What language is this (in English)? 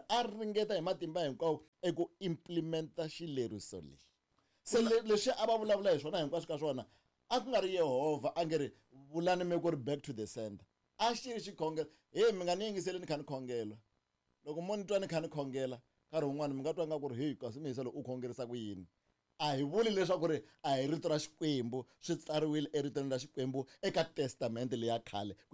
Tsonga